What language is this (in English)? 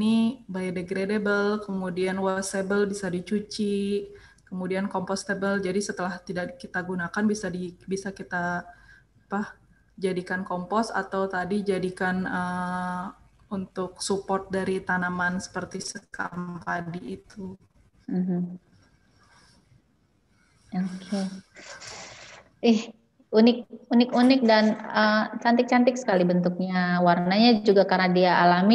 Indonesian